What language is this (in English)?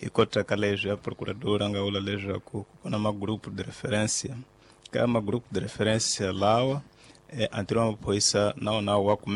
Tsonga